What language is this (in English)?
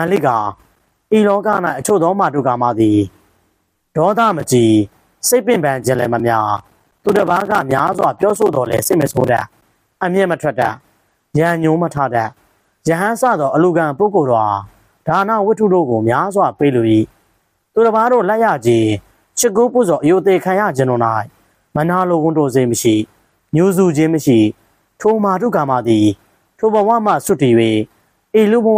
Burmese